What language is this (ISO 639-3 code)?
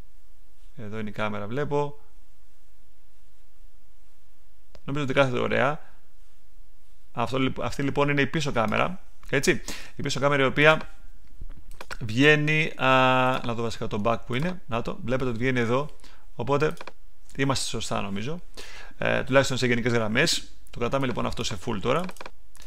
ell